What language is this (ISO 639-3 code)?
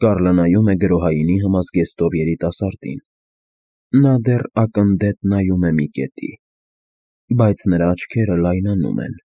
hye